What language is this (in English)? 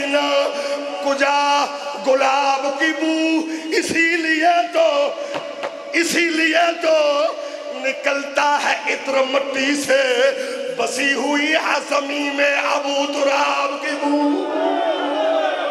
Urdu